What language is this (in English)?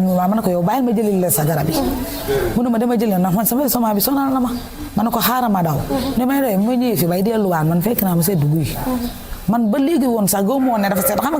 Wolof